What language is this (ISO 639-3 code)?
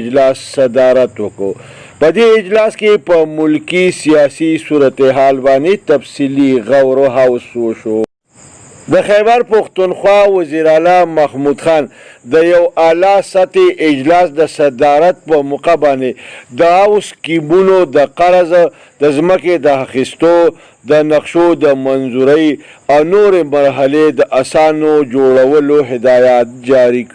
pus